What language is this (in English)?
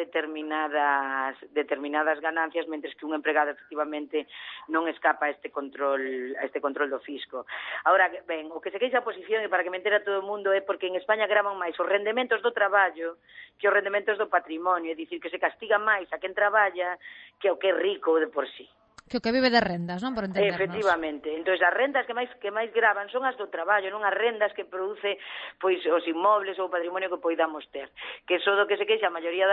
Galician